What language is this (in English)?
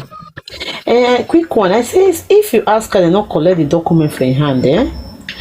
Nigerian Pidgin